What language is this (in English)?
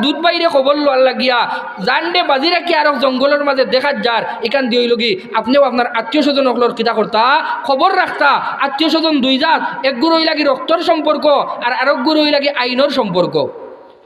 Sylheti